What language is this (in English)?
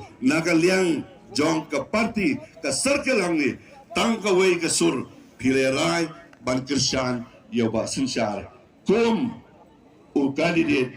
Khasi